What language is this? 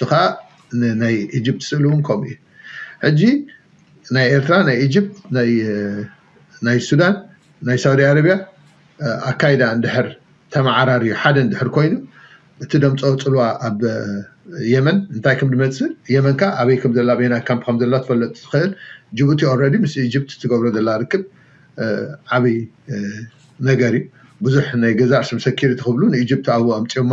Tigrinya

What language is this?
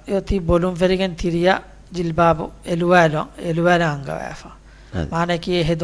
Divehi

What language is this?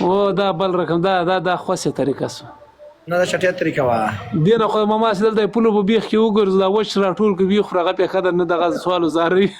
Pashto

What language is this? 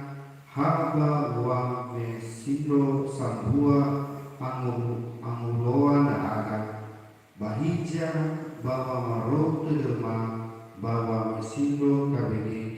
Nias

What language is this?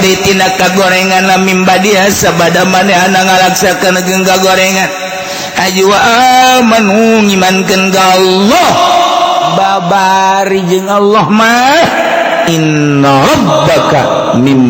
Sundanese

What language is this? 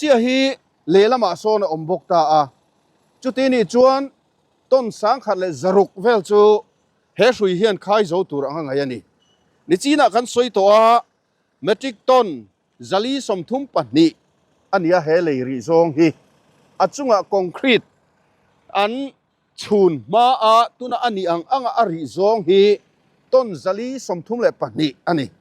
Mizo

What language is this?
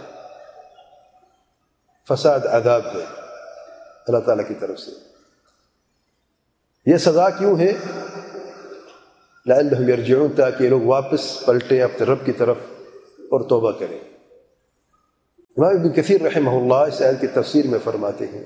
Urdu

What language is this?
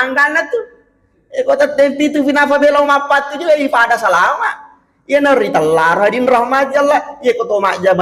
Buginese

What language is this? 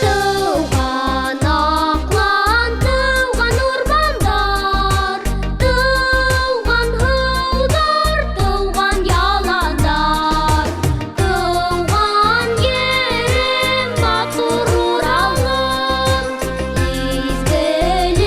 Bashkir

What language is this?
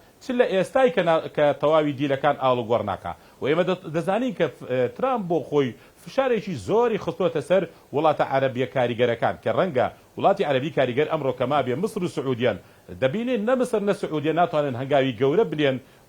Central Kurdish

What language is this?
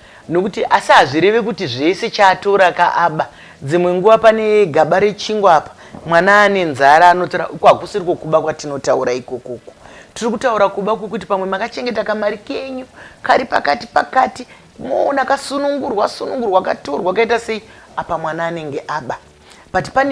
Shona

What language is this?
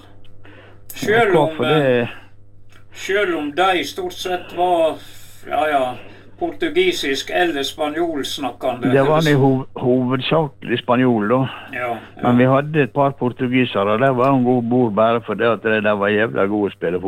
Norwegian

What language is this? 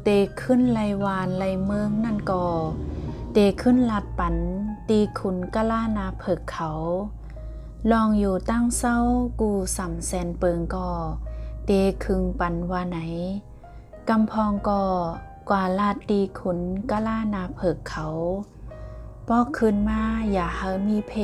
Shan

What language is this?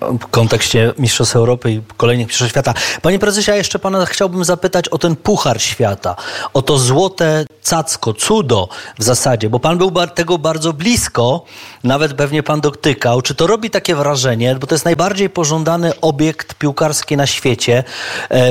Polish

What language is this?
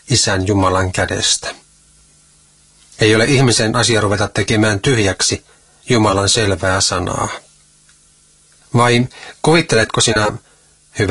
Finnish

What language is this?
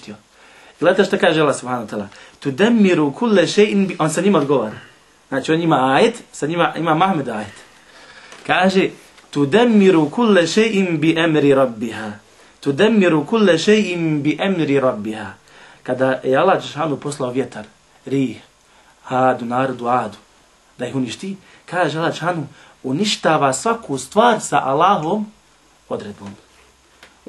Bosnian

